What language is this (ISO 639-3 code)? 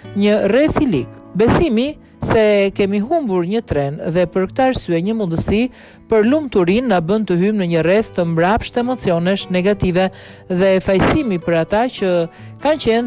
sqi